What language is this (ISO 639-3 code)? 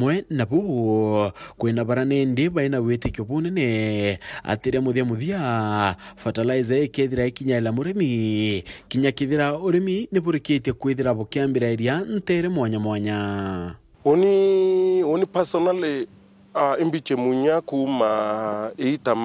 mer